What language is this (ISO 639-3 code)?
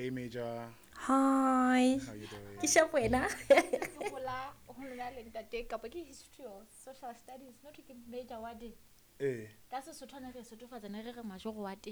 sot